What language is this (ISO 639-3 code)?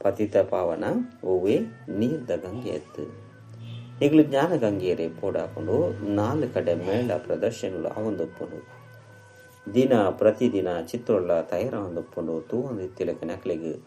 tcy